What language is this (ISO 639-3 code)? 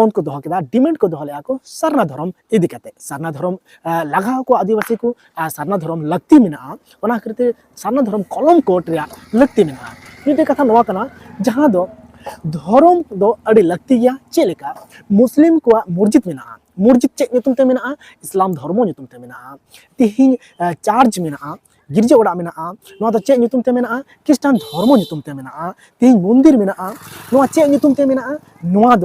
sat